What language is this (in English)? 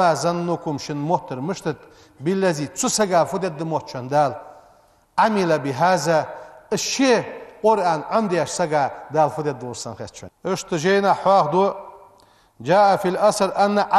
Ingush